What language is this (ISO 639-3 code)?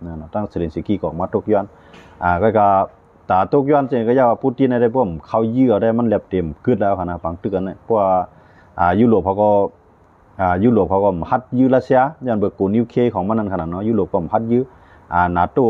shn